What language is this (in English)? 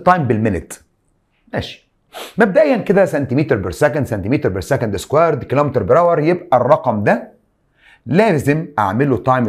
Egyptian Arabic